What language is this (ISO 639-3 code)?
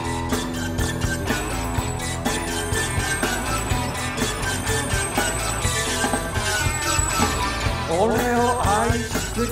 jpn